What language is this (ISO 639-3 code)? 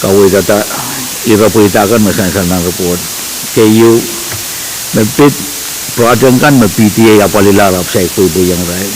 pon